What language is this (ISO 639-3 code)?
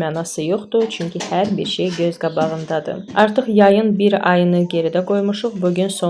aze